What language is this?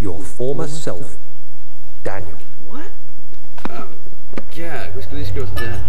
Faroese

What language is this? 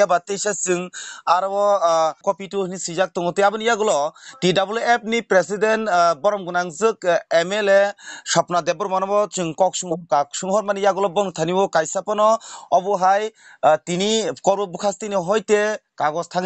Kok Borok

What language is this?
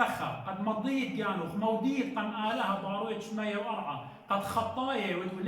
Assyrian Neo-Aramaic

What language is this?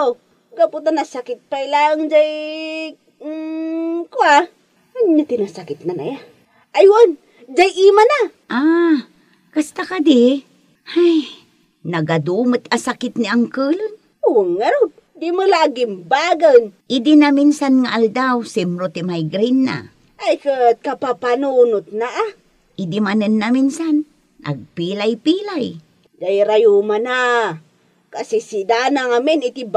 Iloko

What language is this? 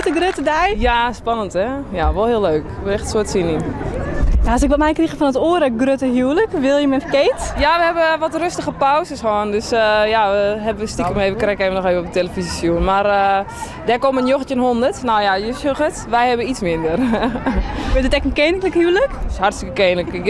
Western Frisian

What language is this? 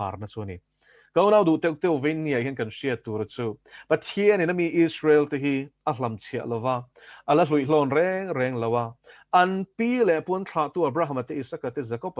Mizo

